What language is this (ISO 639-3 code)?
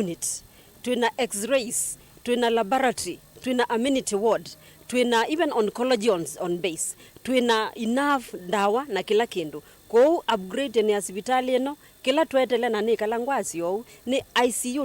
kam